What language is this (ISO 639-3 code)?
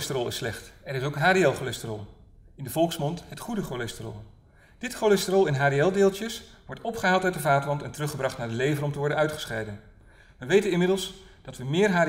nld